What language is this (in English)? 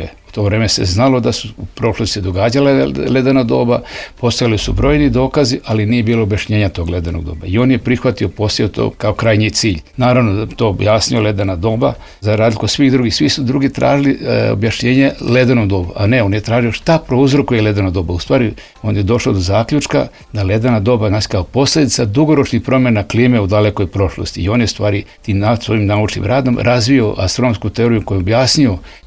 Serbian